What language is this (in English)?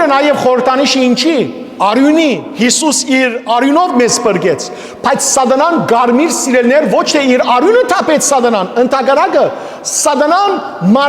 Western Armenian